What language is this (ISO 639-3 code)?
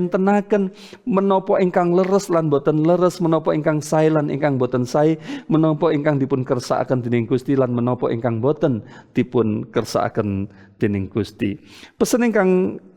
jav